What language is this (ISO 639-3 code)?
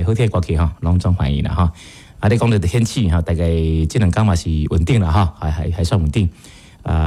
nan